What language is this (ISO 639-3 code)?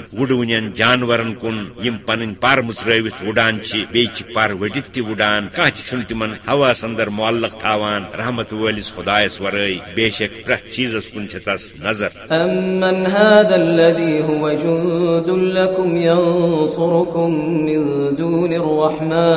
kas